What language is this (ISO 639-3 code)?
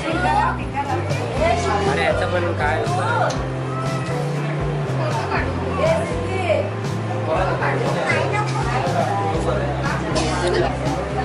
mar